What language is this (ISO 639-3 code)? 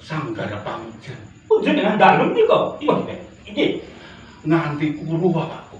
jav